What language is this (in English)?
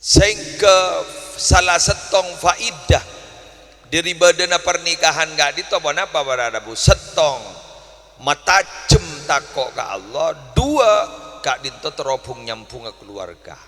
Madurese